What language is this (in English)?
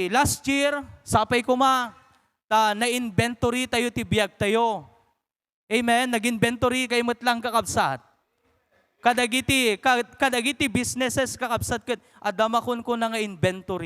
Iloko